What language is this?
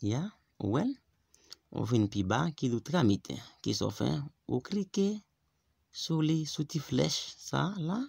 Haitian Creole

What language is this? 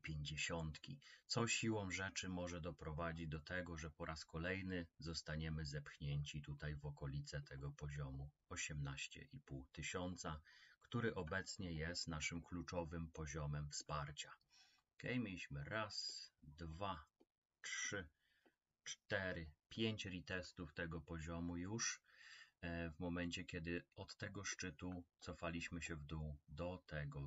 Polish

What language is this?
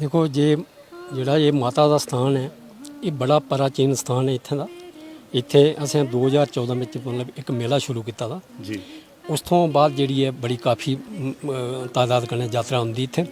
Dogri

